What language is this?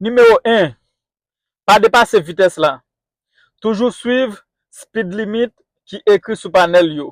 Haitian Creole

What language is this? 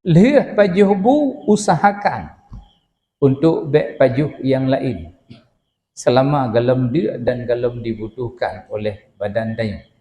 Achinese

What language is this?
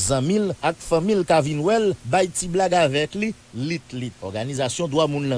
Haitian Creole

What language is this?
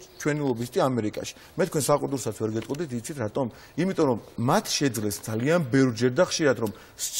Georgian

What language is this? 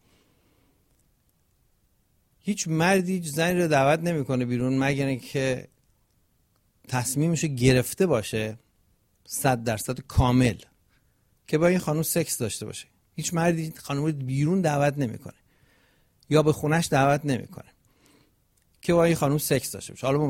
Persian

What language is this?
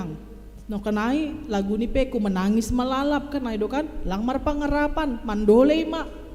Batak Simalungun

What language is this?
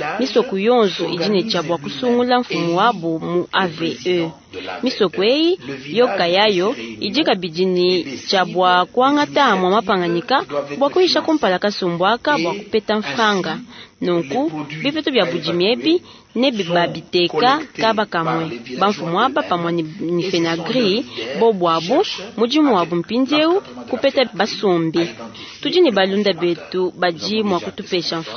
Luba-Lulua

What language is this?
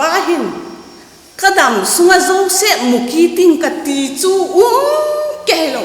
Vaiphei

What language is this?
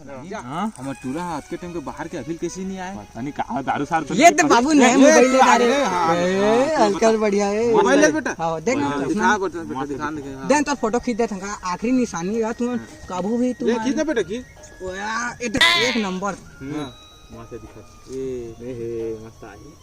Chhattisgarhi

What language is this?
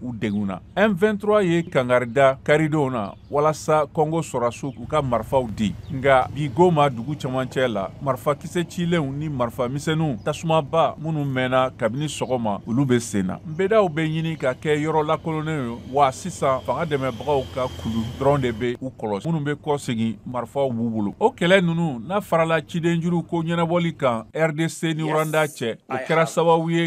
Bambara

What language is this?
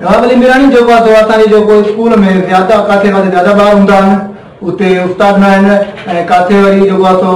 Sindhi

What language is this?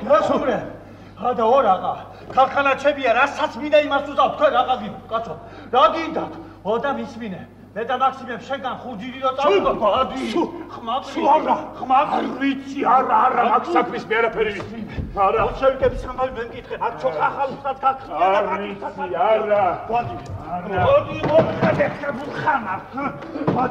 Georgian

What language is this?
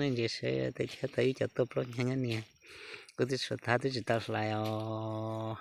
Hmong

